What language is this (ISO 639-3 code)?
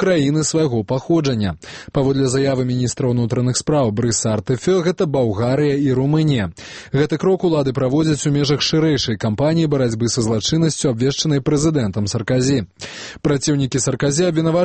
bel